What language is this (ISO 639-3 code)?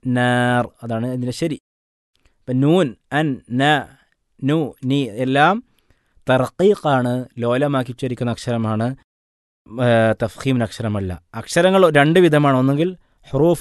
mal